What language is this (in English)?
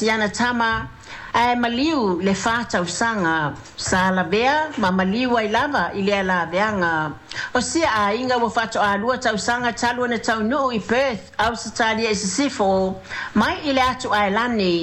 Samoan